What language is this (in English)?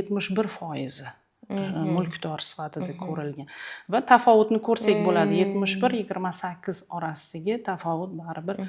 Uzbek